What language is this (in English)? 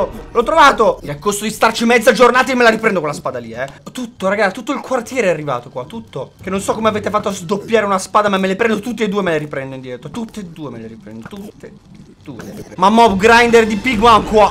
Italian